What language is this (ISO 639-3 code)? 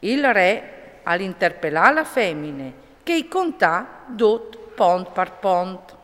fur